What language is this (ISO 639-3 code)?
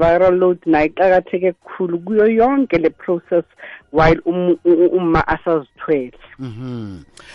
nbl